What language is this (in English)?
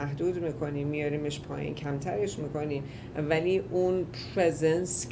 Persian